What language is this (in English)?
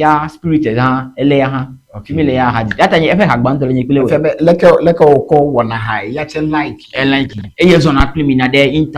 Ewe